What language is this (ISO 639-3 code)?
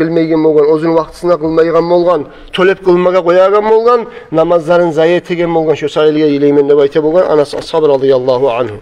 kum